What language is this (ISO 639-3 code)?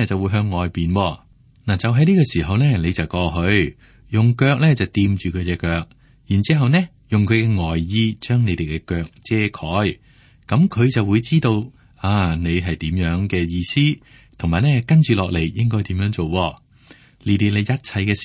yue